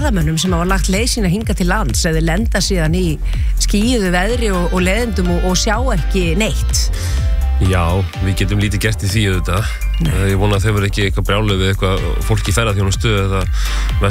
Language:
Icelandic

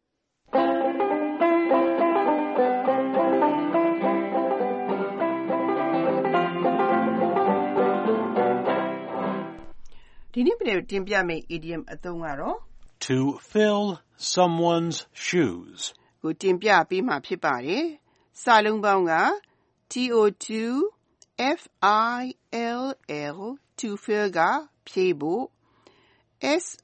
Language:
Burmese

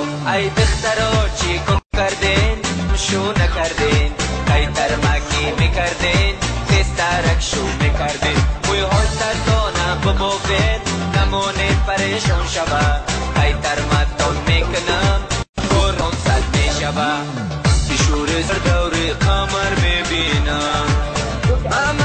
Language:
Tajik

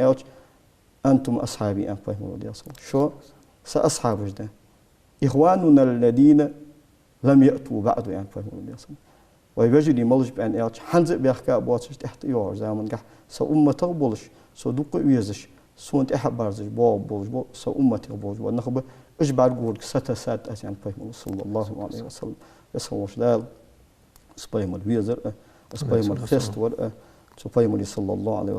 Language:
Ingush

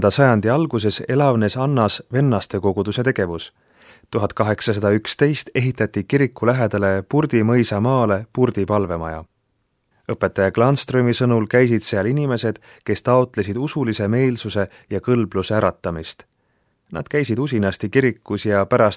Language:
Estonian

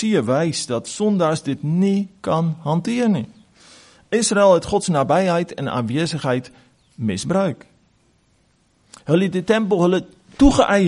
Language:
Afrikaans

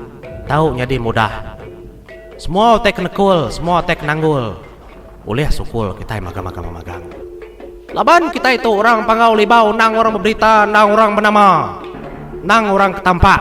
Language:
Iban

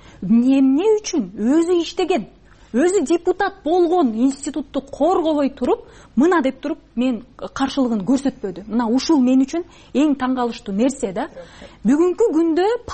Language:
Kyrgyz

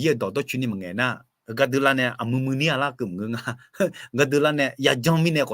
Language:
Akha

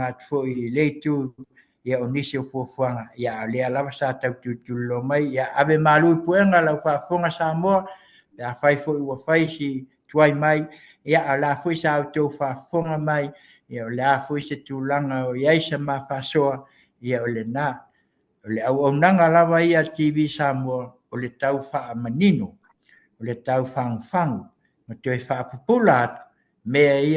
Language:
Samoan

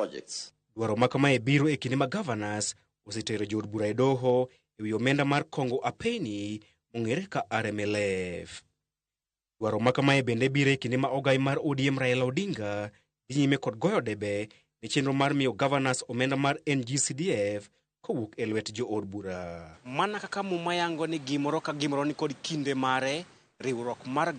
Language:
Luo (Kenya and Tanzania)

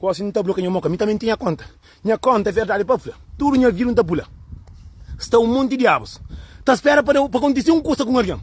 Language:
Kabuverdianu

